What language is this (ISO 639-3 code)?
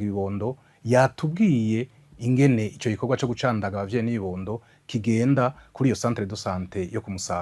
run